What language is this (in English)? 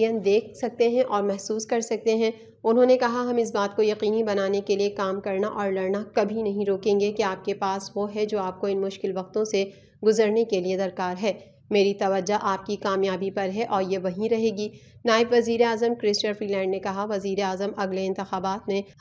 Urdu